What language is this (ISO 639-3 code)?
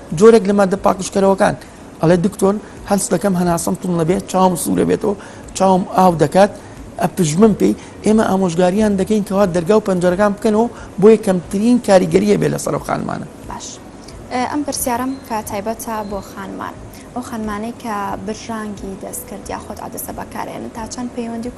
ckb